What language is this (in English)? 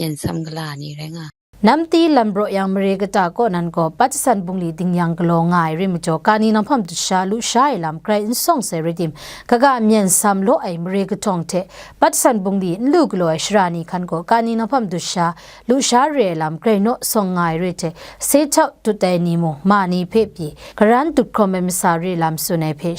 Kachin